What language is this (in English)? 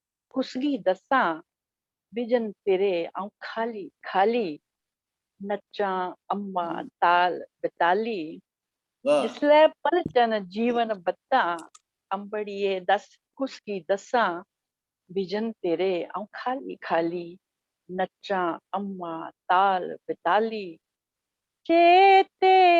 Dogri